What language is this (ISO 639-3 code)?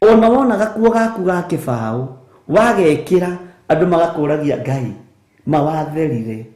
kik